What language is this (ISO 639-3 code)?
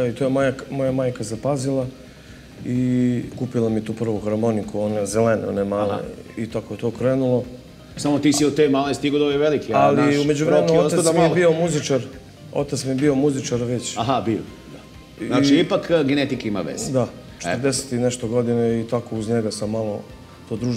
srp